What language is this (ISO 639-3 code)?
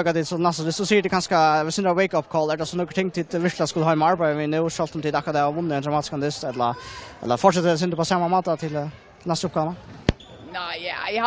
fao